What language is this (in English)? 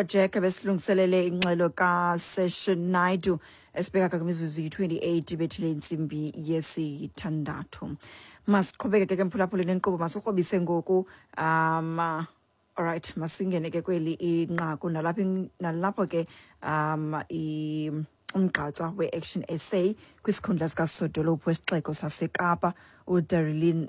Xhosa